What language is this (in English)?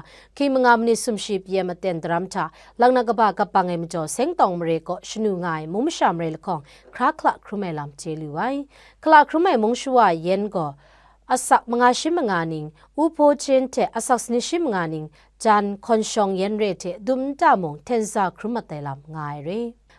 Kachin